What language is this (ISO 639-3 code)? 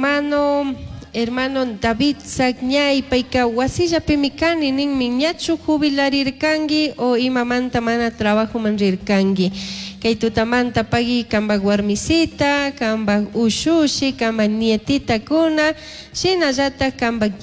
qug